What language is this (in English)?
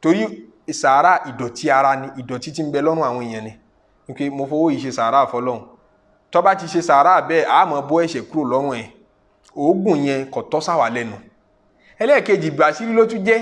Yoruba